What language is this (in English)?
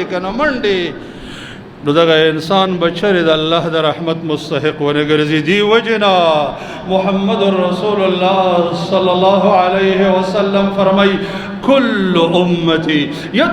Pashto